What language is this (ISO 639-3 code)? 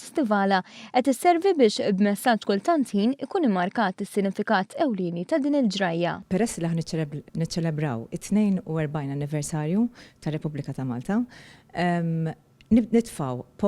mlt